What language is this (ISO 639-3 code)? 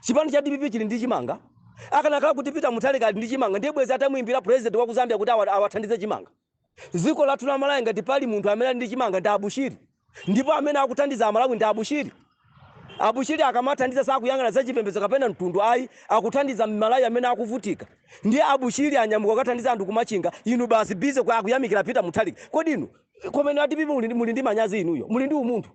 nya